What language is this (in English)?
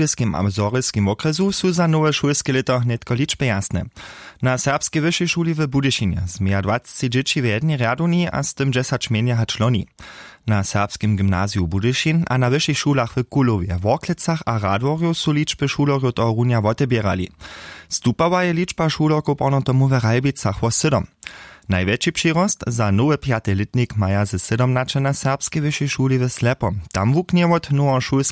Upper Sorbian